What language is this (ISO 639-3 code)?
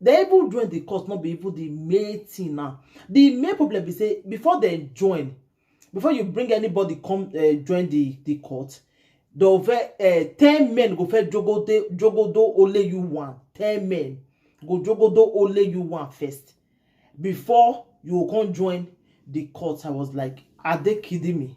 pcm